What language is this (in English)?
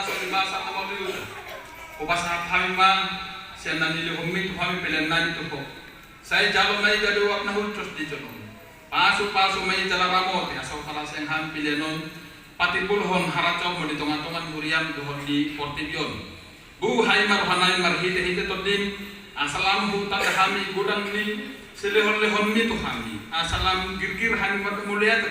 Batak Toba